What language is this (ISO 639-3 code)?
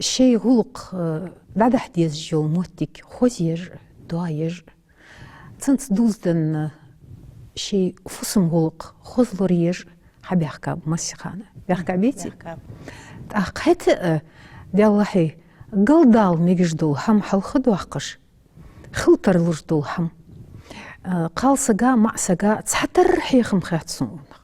inh